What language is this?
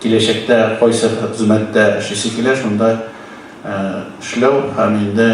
Tatar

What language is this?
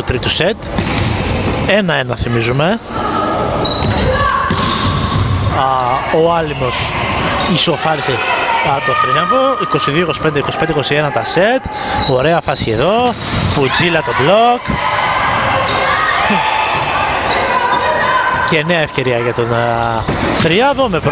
Greek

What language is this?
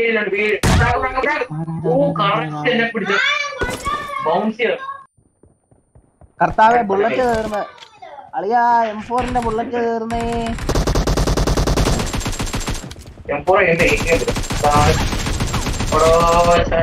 Malayalam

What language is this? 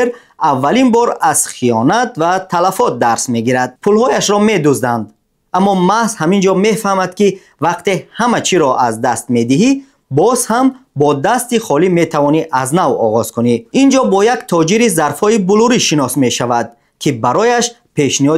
Tajik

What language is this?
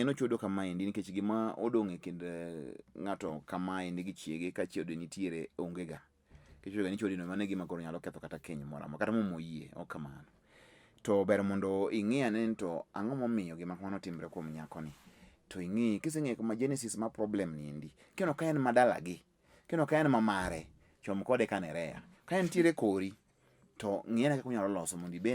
Luo (Kenya and Tanzania)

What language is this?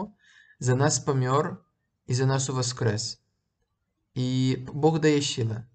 Belarusian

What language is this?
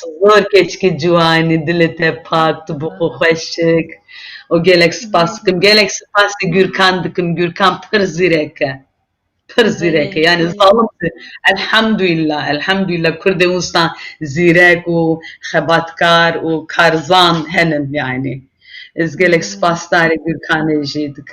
Kurdish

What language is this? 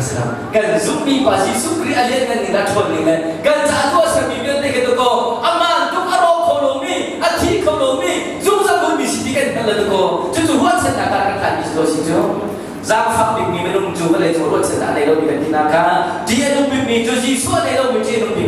Hakha Chin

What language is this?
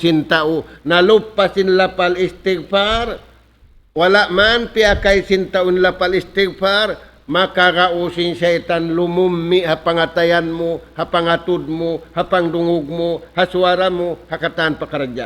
Tausug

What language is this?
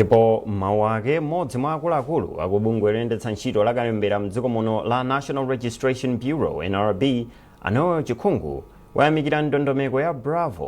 Nyanja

